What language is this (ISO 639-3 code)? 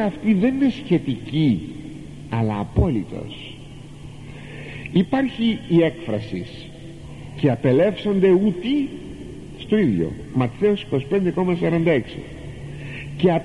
ell